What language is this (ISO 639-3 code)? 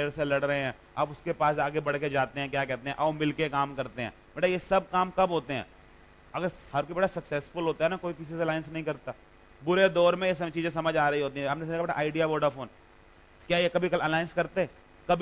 hin